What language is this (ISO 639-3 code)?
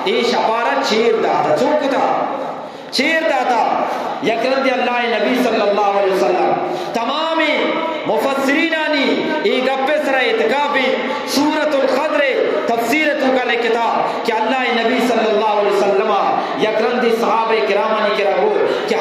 bgp